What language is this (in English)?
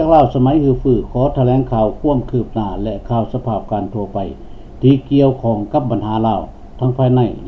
Lao